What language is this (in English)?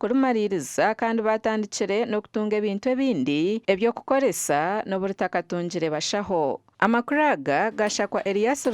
Nyankole